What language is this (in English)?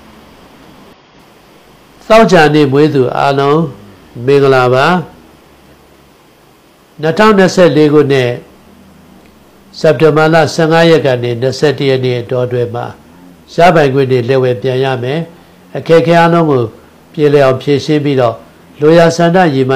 Burmese